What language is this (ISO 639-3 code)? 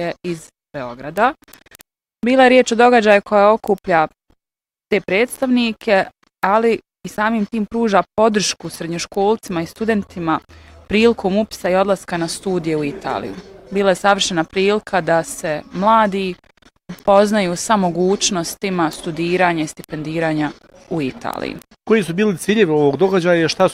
bos